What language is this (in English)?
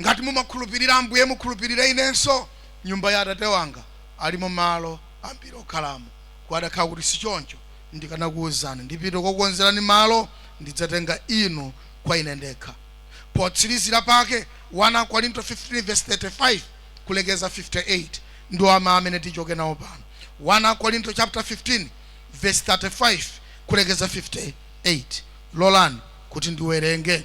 Nyanja